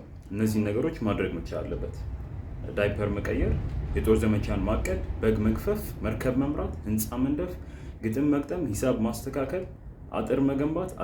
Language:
Amharic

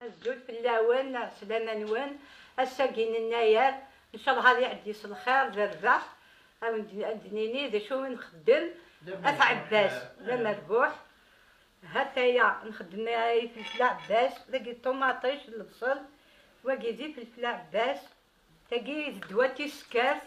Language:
Kabyle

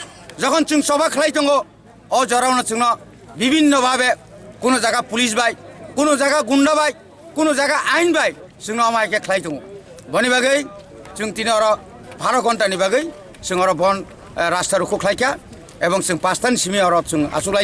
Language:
Kok Borok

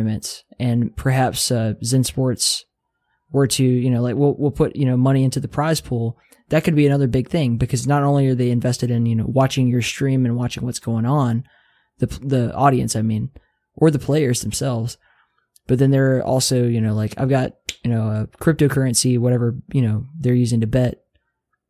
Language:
English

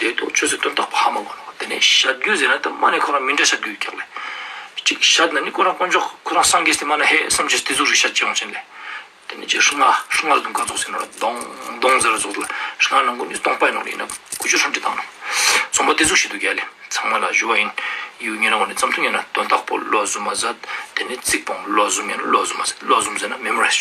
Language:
Ladakhi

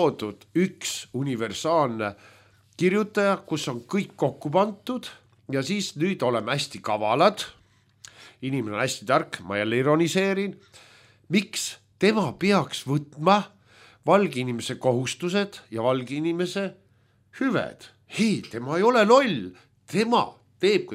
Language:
Estonian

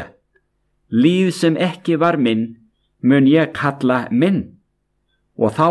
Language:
Icelandic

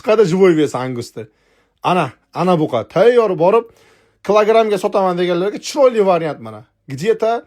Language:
Uzbek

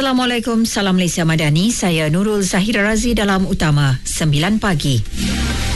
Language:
Malay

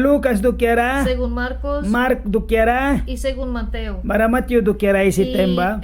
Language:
Mískito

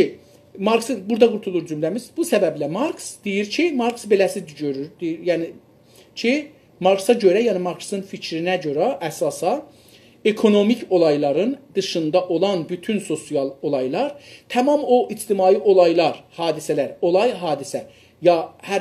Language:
South Azerbaijani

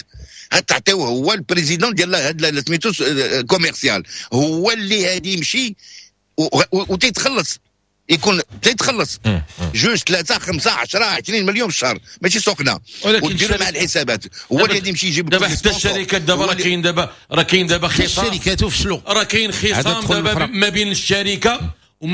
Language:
Moroccan Arabic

